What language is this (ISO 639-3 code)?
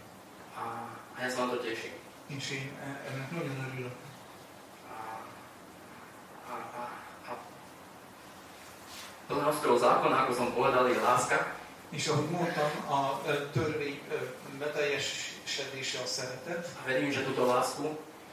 slk